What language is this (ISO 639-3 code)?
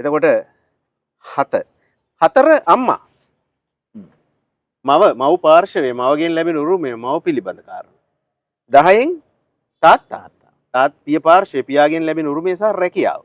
sin